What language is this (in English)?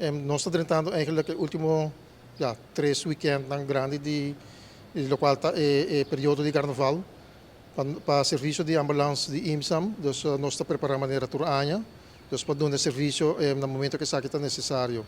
Papiamento